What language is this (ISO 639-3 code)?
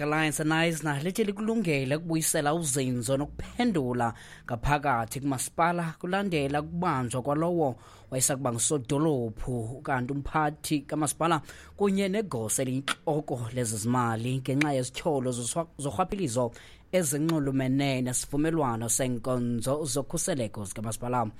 xho